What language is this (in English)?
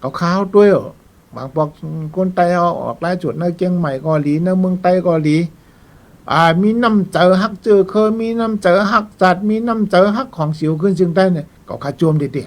Shan